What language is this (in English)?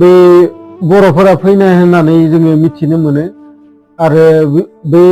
Bodo